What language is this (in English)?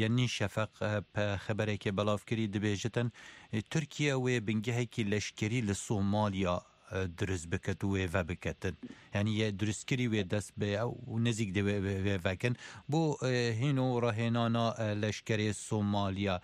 Kurdish